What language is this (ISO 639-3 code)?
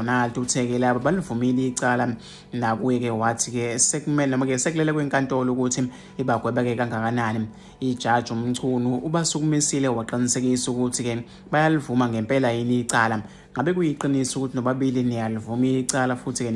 zul